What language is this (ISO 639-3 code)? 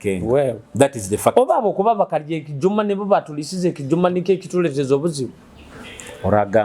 nyo